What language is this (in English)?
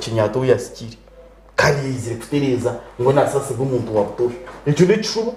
Nyankole